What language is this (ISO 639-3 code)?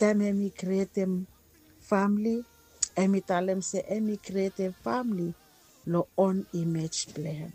bis